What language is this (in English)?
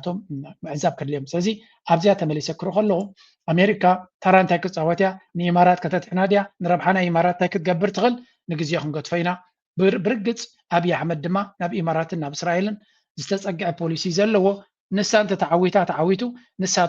Tigrinya